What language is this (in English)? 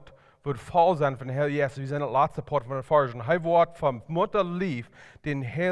Plautdietsch